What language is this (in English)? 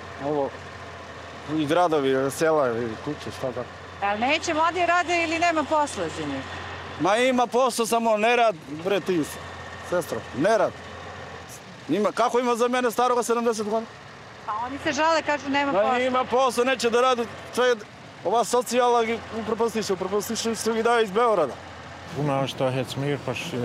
Serbian